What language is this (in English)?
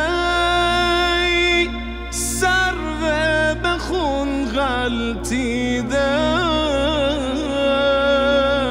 Persian